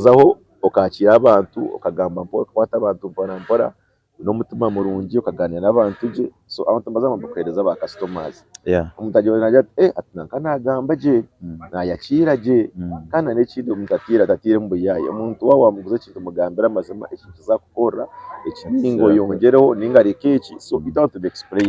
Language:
Nyankole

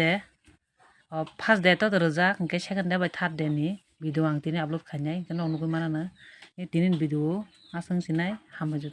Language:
Kok Borok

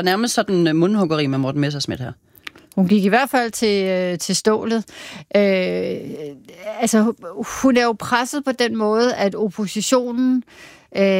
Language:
Danish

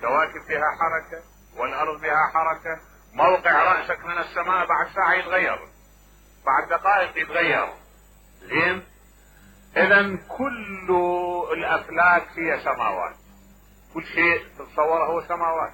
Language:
Mesopotamian Arabic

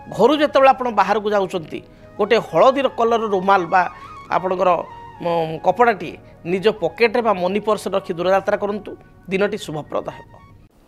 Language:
Odia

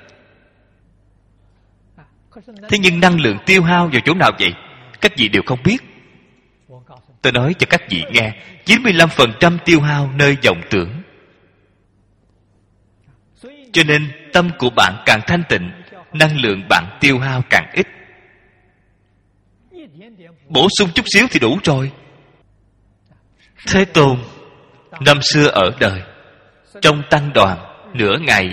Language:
Vietnamese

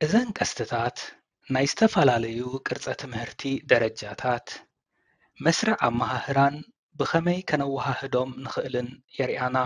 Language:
Tigrinya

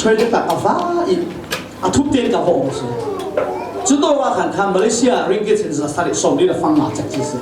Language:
Falam Chin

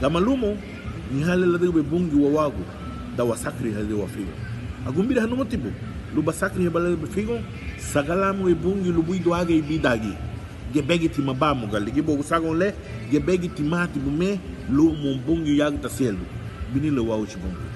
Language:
Garifuna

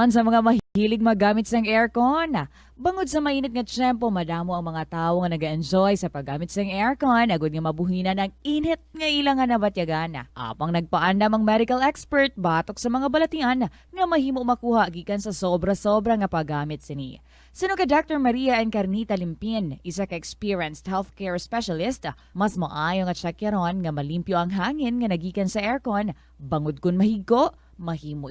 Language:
Hiligaynon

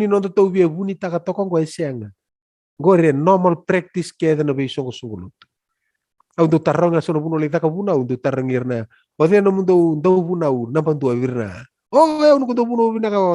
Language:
Fijian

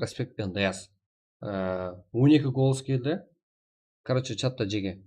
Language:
Kara-Kalpak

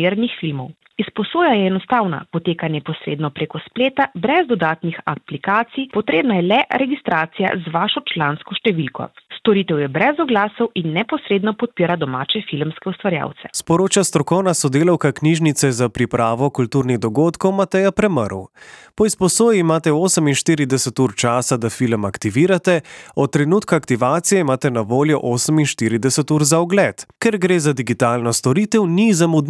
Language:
Slovenian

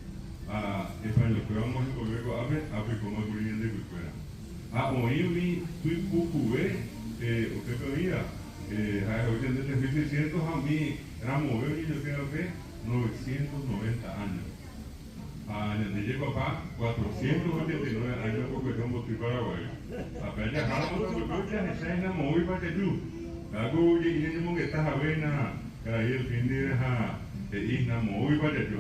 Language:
Guarani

